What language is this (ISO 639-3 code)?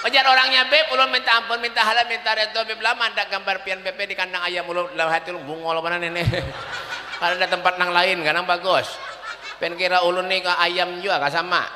bjn